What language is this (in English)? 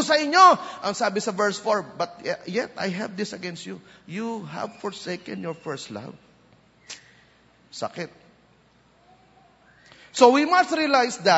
Filipino